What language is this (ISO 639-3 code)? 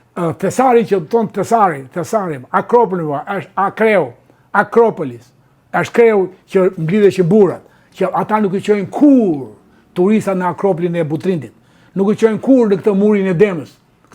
sqi